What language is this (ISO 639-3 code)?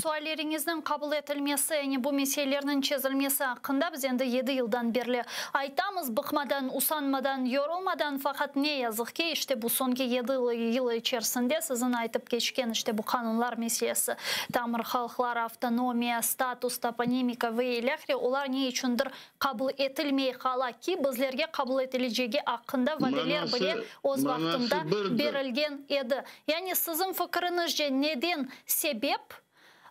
crh